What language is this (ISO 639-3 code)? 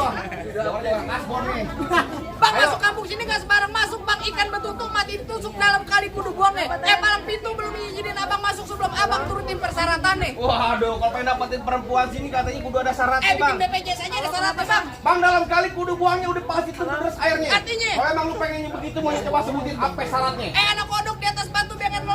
bew